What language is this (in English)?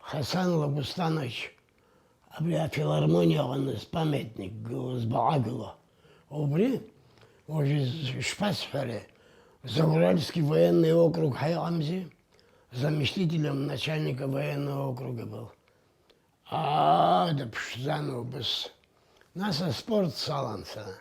Abkhazian